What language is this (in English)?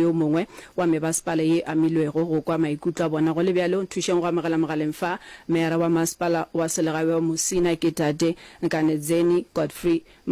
Northern Sotho